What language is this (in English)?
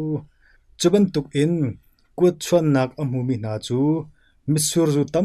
Hakha Chin